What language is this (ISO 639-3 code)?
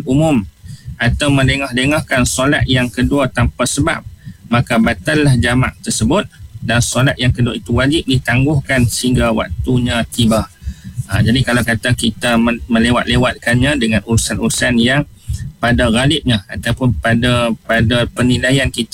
msa